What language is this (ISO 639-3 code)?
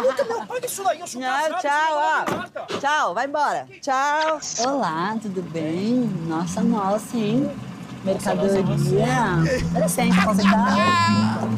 por